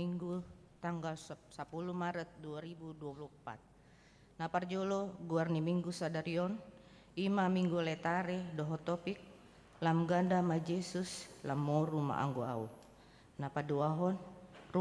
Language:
Batak Toba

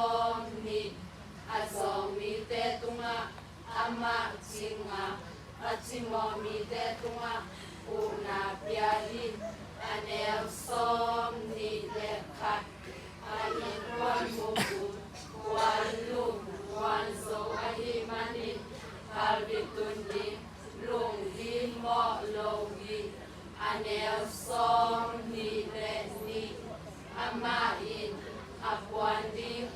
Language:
Tedim Chin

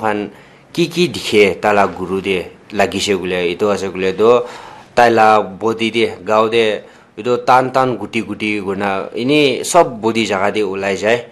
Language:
Naga Pidgin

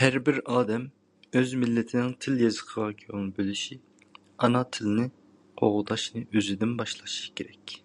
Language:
Uyghur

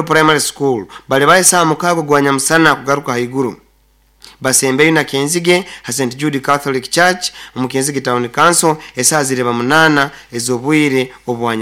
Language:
Nyoro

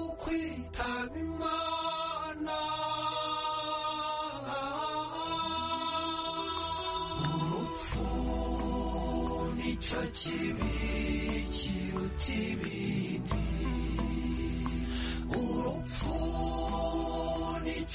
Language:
Kinyarwanda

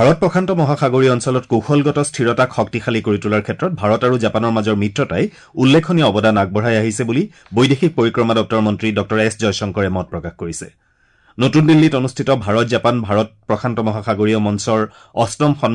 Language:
Assamese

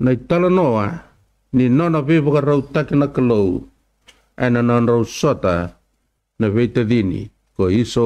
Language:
Fijian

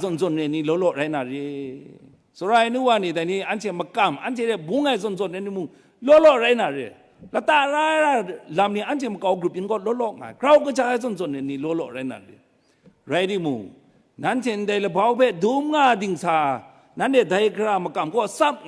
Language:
Kachin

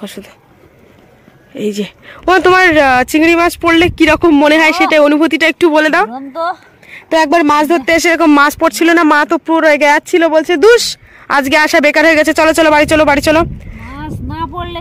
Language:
Bangla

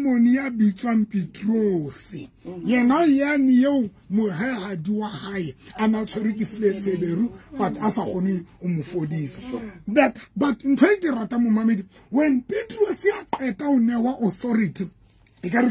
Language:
Southern Sotho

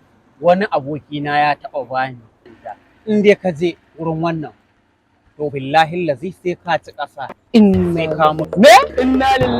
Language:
Hausa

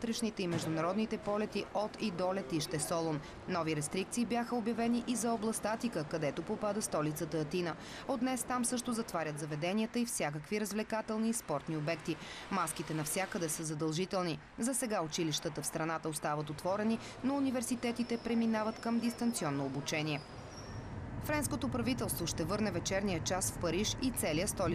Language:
Bulgarian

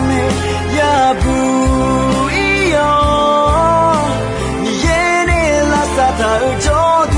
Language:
Akha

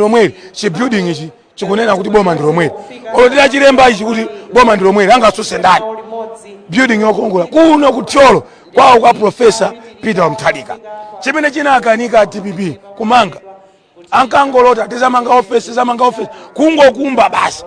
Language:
Nyanja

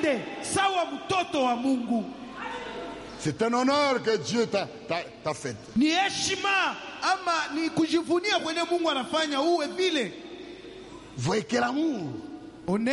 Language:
Swahili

